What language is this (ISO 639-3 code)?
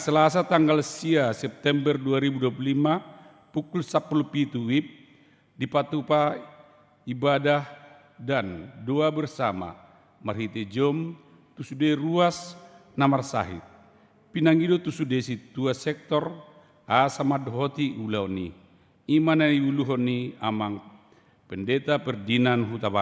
bbc